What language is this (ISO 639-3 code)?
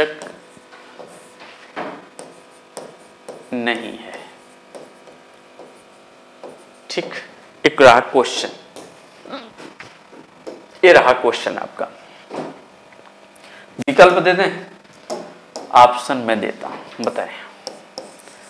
hin